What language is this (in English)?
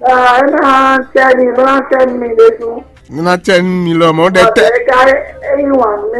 Fon